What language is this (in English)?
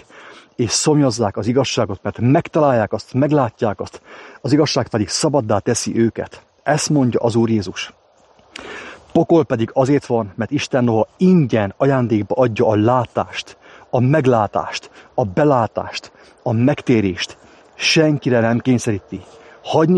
Hungarian